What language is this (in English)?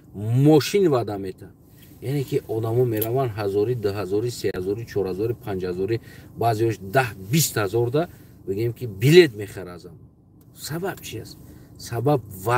Tajik